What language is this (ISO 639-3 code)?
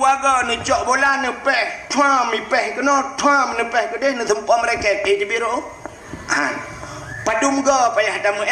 ace